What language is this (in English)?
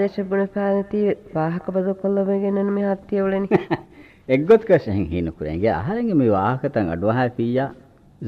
Divehi